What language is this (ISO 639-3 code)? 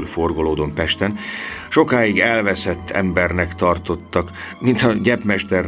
hun